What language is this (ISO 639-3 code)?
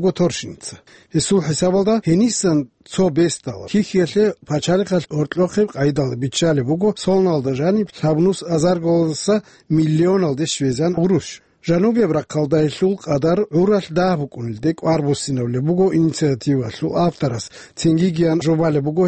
ava